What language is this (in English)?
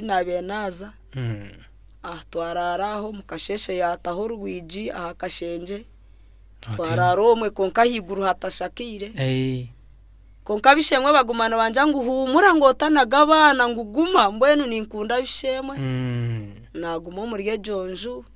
Nyankole